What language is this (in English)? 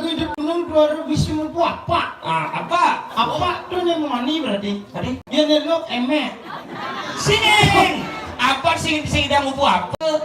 Balinese